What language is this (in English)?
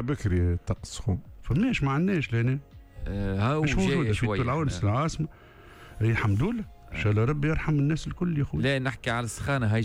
Tunisian Arabic